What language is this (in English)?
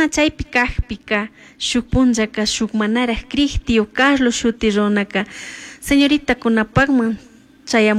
Chimborazo Highland Quichua